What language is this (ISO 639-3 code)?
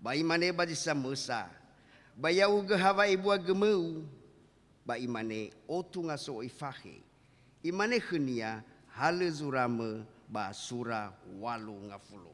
nia